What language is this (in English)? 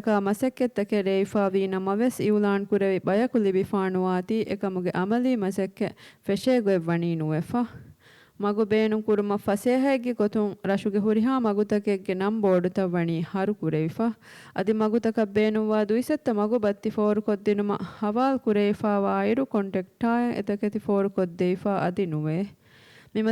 Divehi